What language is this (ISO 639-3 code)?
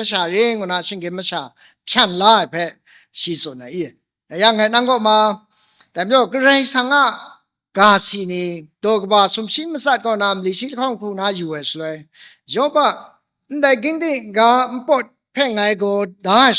kac